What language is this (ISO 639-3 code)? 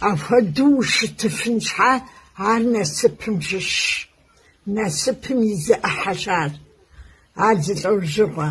kbd